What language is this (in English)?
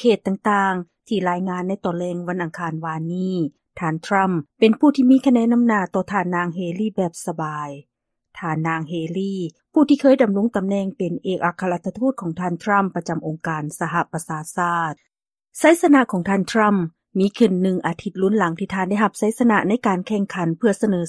Lao